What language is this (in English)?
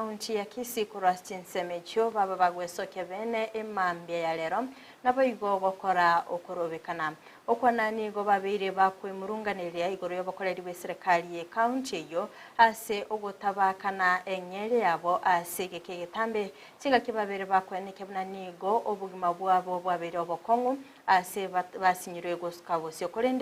Gusii